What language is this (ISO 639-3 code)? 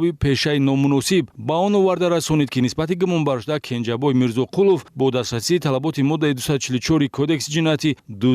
tgk